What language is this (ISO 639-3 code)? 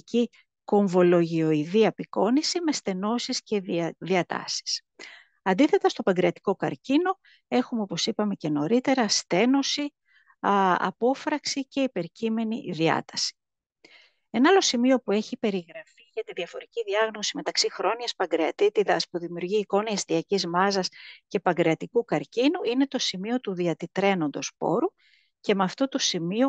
ell